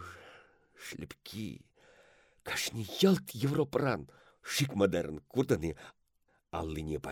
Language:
Chuvash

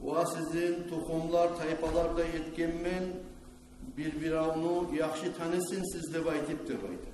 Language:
Kumyk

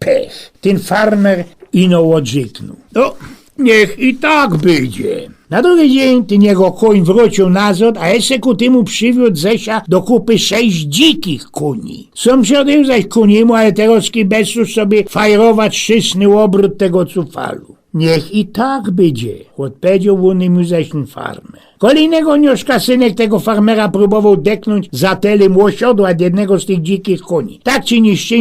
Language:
Silesian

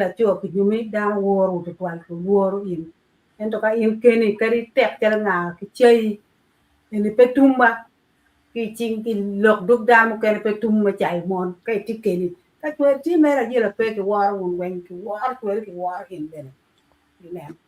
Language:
Acoli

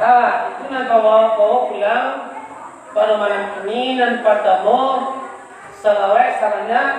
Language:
Minangkabau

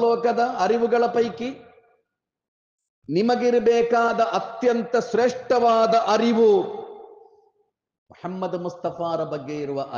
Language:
Kannada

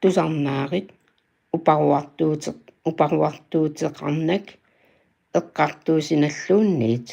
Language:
Kalaallisut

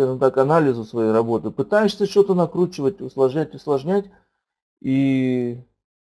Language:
Russian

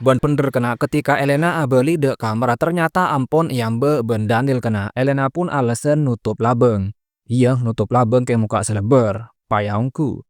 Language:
Madurese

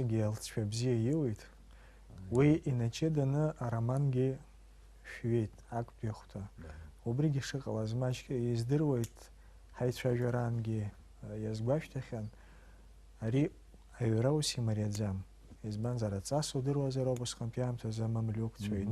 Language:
Abkhazian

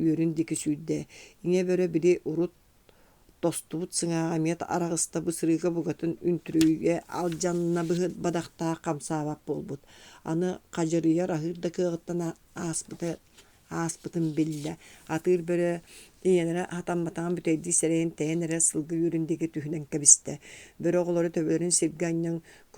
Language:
Yakut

